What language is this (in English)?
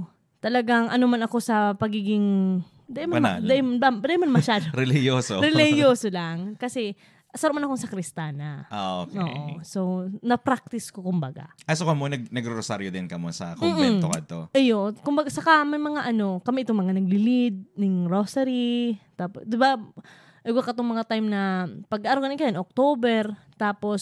Bikol